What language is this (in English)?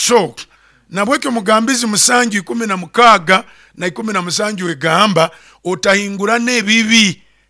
Nyoro